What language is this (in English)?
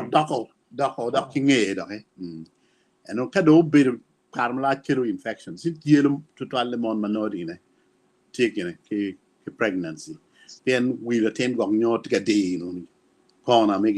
Acoli